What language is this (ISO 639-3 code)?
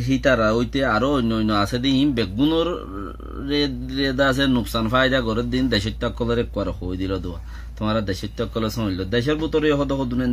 rhg